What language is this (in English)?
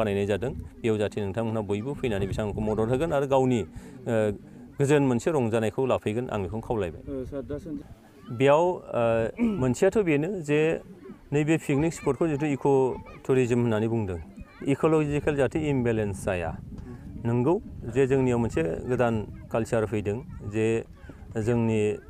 Bodo